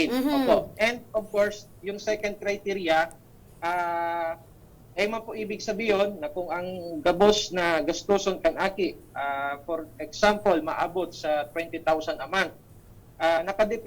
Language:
Bikol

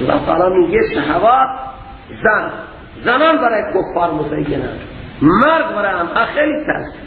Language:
Persian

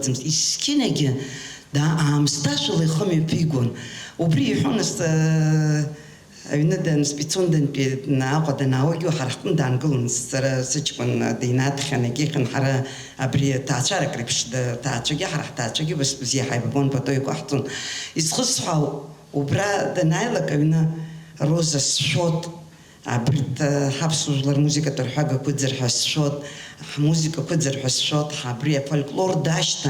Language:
Abkhazian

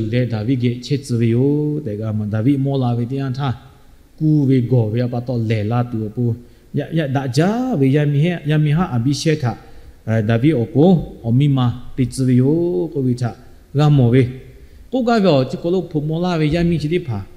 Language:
Lahu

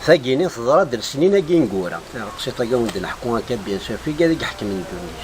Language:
Kabyle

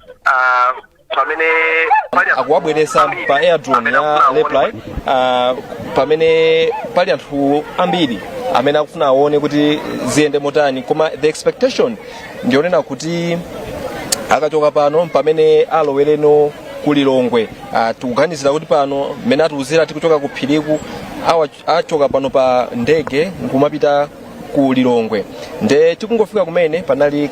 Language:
Nyanja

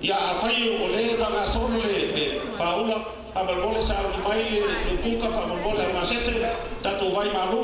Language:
Samoan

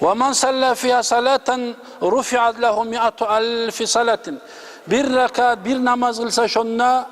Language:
Kumyk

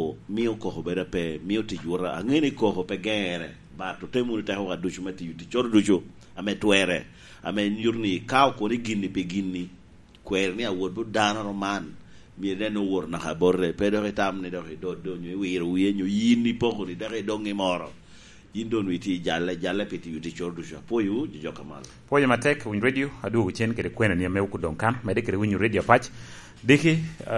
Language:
Lango (Uganda)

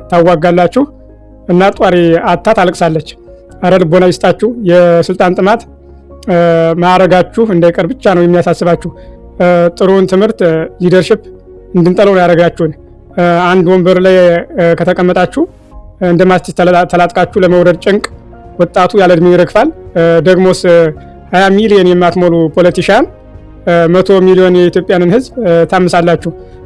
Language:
Amharic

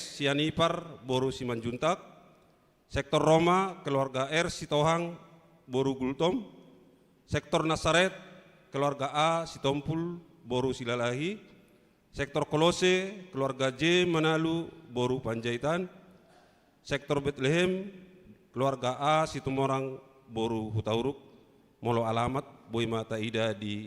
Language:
Batak Toba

